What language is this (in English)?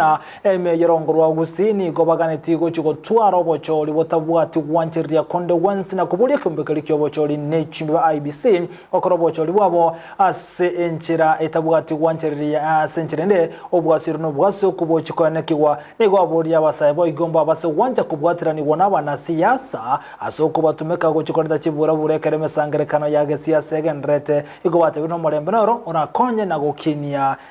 Gusii